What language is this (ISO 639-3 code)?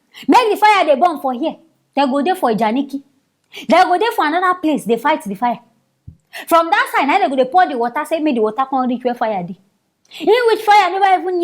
pcm